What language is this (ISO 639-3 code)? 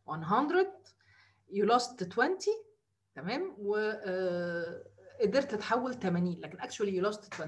arz